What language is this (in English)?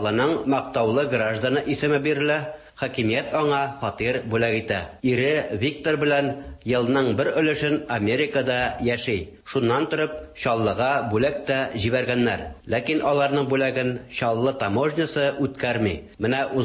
Tatar